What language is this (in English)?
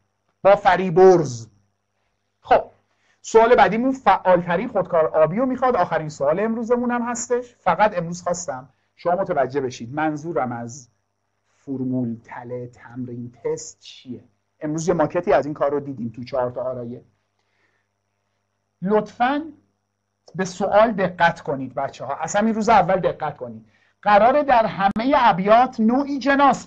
Persian